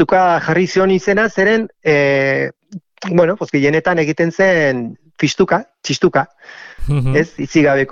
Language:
Basque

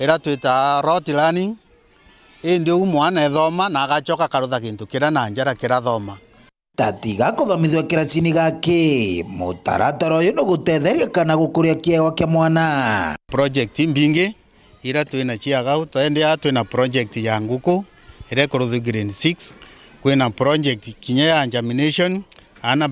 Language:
Meru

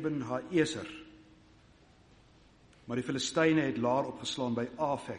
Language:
Afrikaans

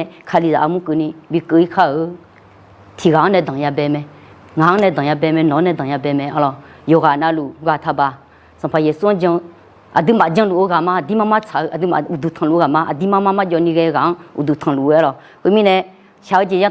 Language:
Akha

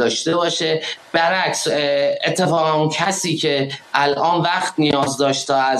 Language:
Persian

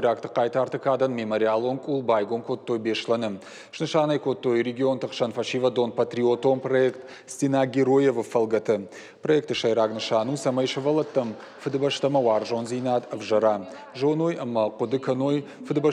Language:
Ossetic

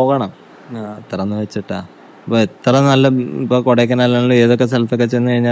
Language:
Malayalam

